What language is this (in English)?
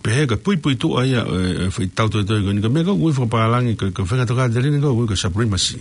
Tongan